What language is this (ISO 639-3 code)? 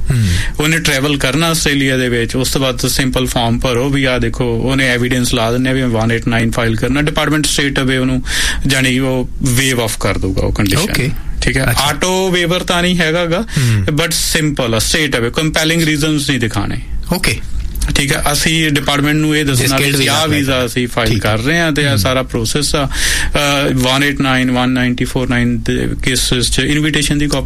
pan